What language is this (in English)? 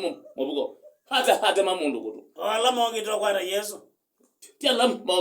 Kamba